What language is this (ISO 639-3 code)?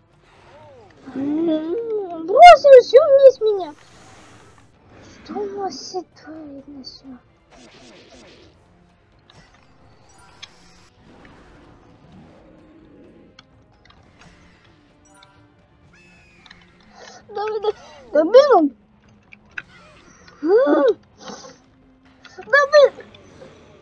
rus